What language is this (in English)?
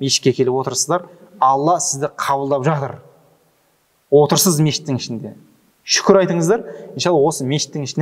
Kazakh